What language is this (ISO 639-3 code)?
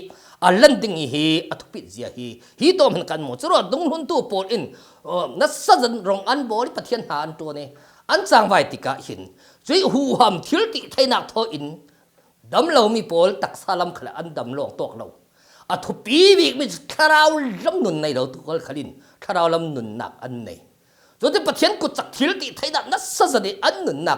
cfm